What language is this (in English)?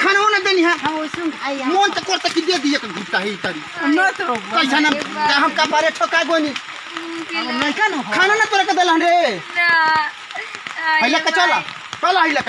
Bhojpuri